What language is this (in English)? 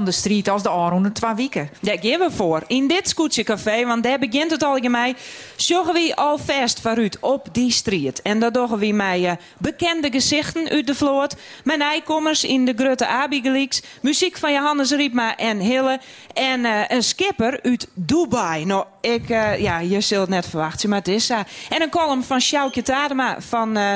Western Frisian